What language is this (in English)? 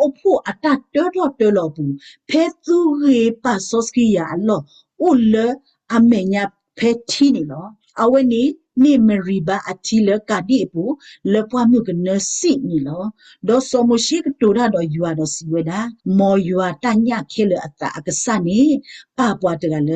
S'gaw Karen